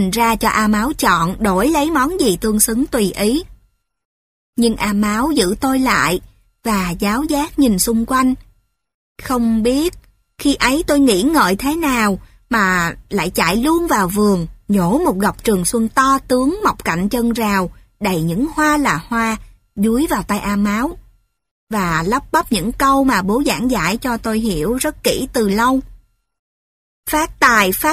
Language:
Vietnamese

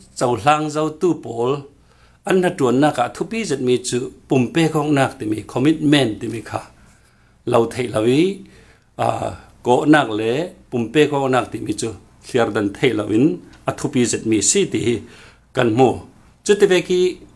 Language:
Falam Chin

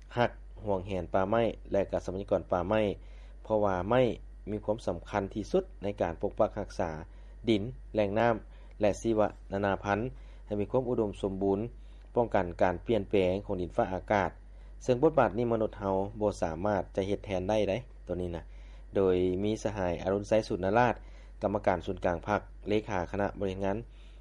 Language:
Lao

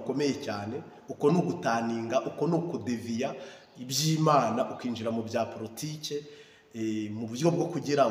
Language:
Kinyarwanda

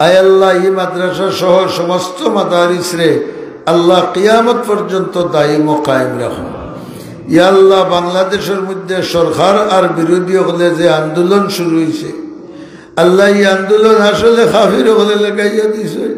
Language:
Sylheti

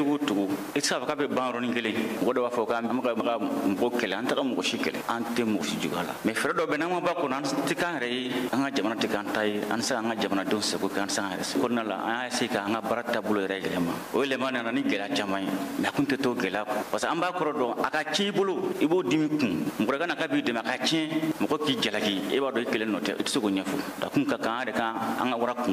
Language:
Bambara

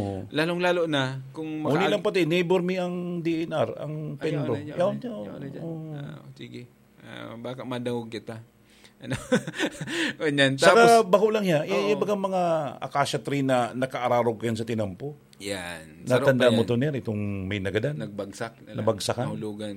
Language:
Bikol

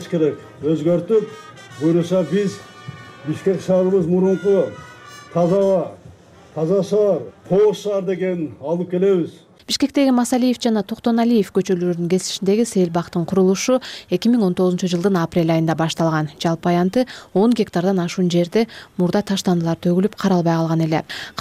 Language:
Kyrgyz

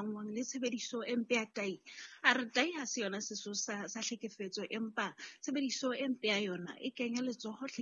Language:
Southern Sotho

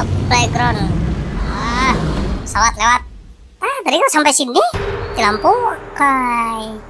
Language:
Banjar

